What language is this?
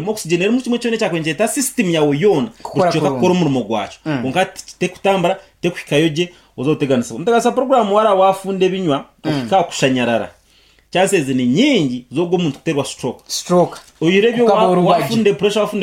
Nyankole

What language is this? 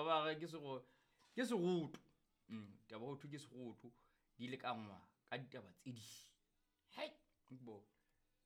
Southern Sotho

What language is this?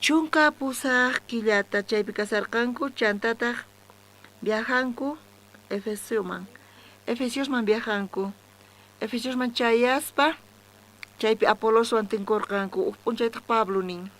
South Bolivian Quechua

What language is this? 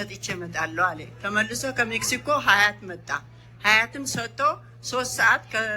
Amharic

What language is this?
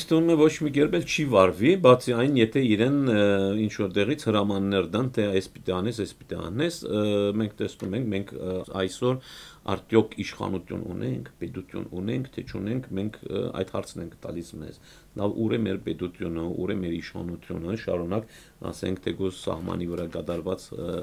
Western Armenian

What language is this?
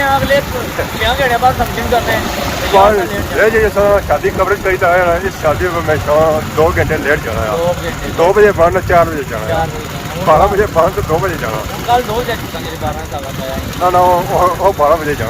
Pahari-Potwari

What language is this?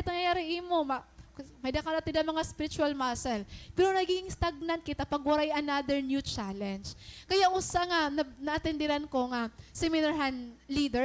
Waray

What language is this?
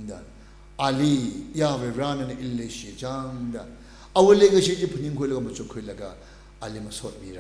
Tangkhul Naga (India)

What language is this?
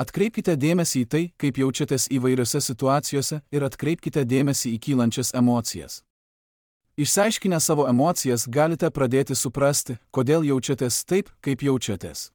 Lithuanian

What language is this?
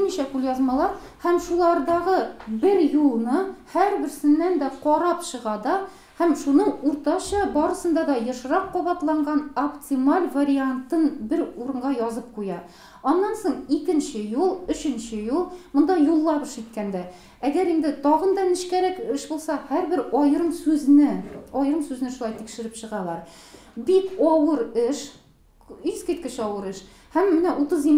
Tatar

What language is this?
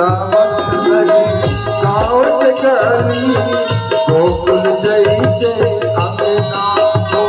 Chhattisgarhi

